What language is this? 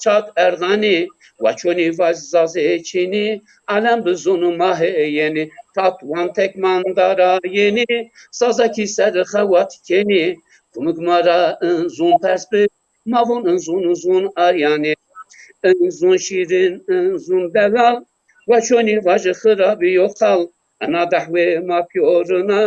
Zaza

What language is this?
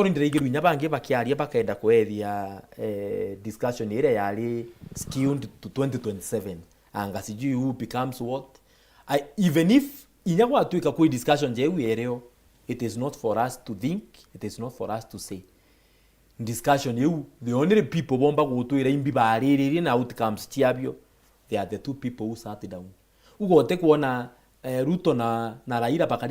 Meru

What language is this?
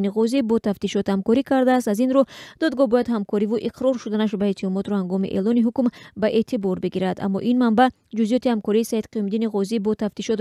Tajik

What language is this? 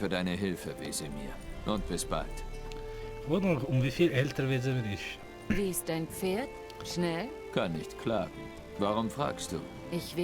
Swiss German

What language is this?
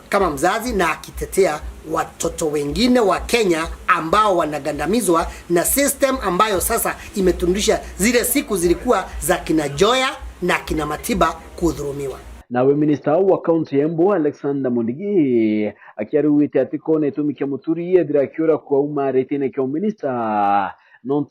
Meru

